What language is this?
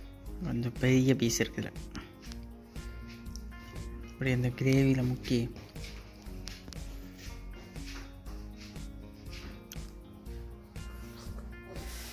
Tamil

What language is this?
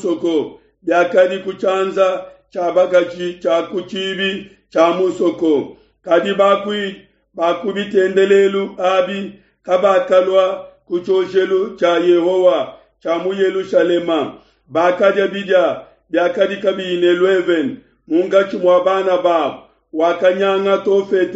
Luba-Lulua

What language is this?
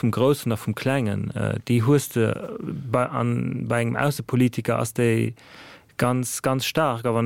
Luxembourgish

